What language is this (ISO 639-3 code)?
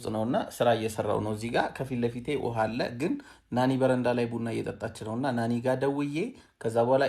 amh